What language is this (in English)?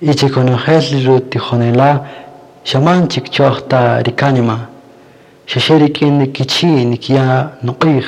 Kaqchikel